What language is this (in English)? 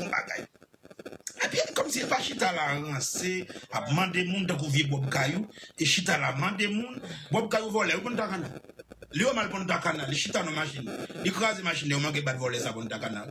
Haitian Creole